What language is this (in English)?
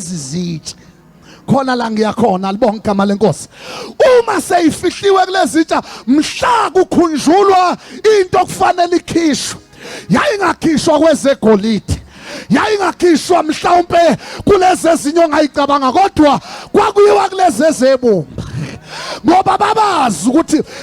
Zulu